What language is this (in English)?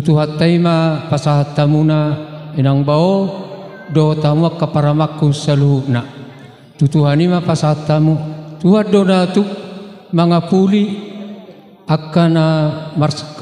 Batak Toba